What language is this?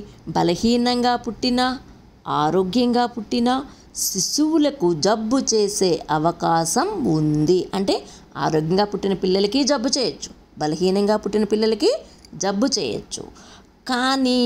Telugu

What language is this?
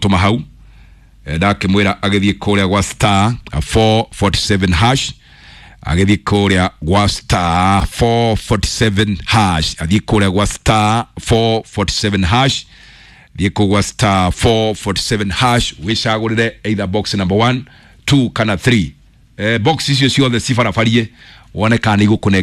Kikuyu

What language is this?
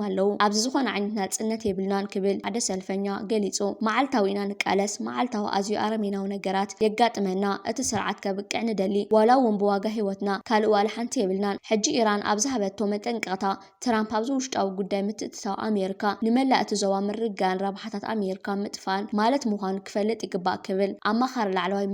Tigrinya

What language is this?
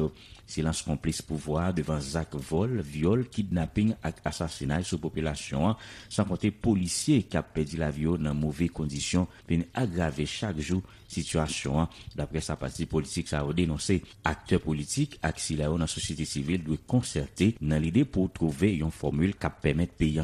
Haitian Creole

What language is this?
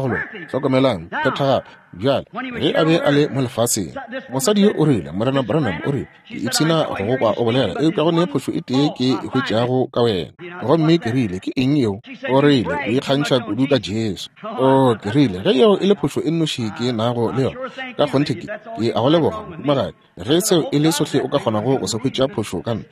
Northern Sotho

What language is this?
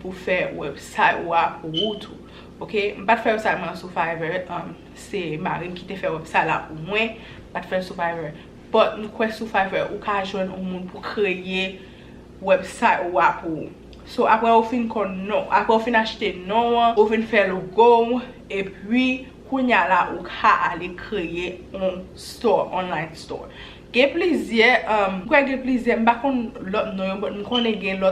Haitian Creole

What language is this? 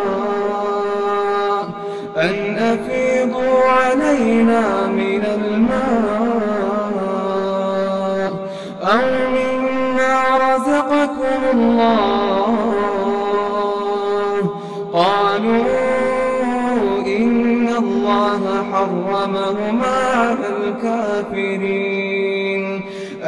Arabic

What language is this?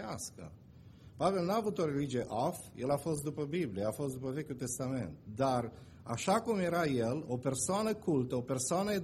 Romanian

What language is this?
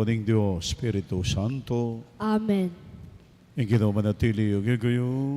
Pampanga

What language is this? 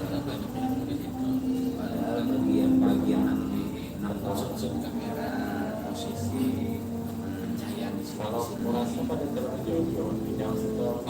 Banjar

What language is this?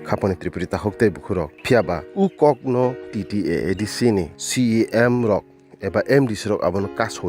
Kok Borok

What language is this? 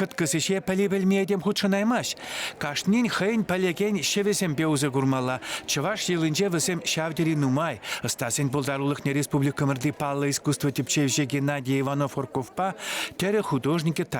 Chuvash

